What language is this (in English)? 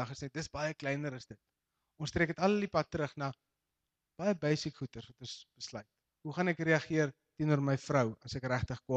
Afrikaans